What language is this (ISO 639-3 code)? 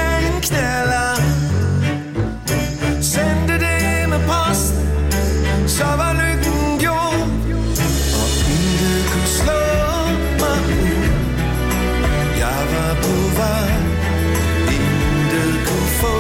dan